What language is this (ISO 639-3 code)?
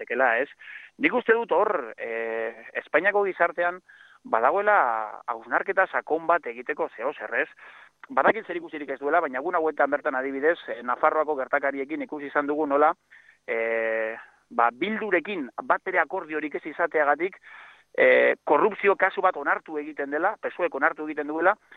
eus